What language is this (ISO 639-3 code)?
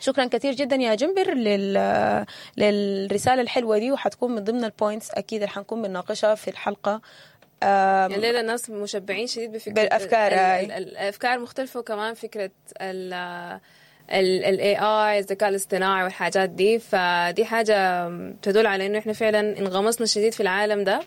apd